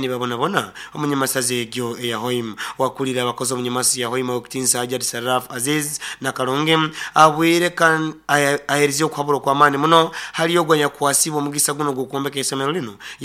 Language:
Nyoro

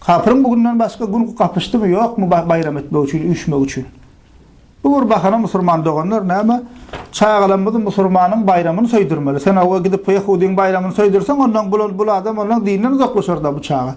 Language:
Turkmen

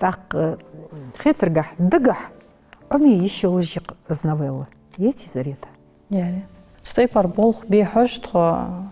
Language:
Ingush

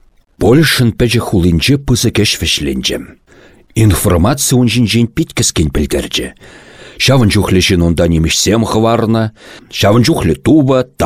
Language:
Chuvash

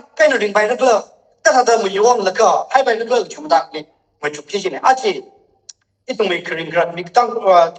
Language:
Tangkhul Naga (India)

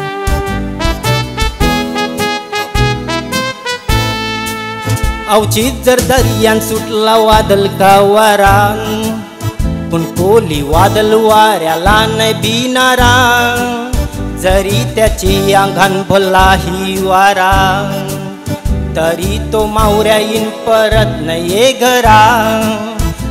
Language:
Marathi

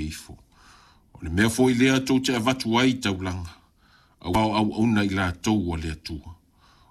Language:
Samoan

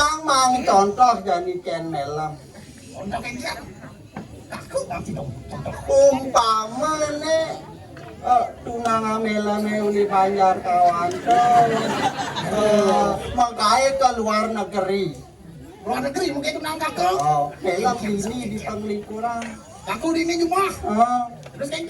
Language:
Balinese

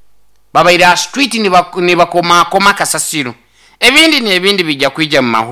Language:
Nyoro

